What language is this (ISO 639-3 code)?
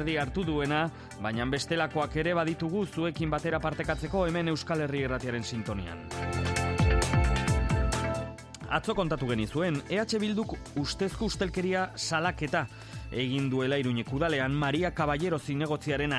eus